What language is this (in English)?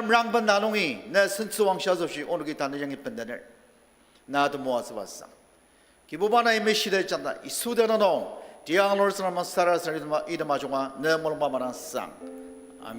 Ao Naga